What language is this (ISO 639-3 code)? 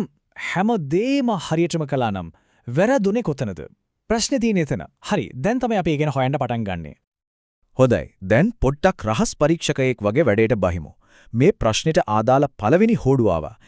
sin